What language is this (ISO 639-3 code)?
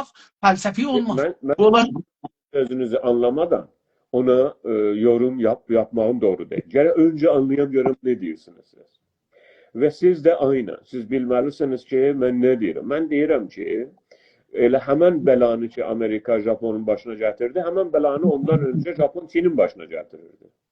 azb